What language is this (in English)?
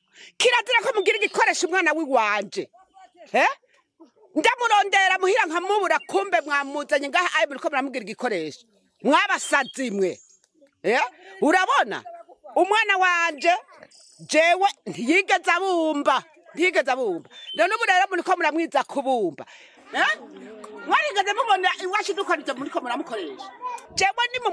Rundi